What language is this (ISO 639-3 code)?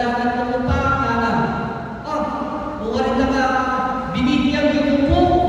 pam